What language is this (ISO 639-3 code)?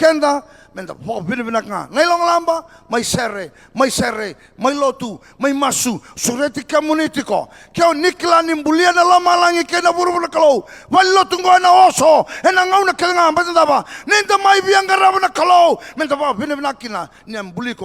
fij